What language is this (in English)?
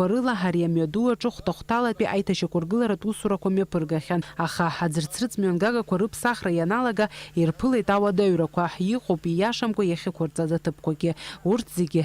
Abkhazian